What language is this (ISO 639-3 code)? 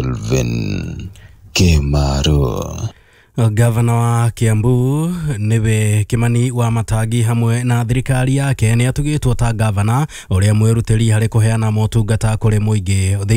kik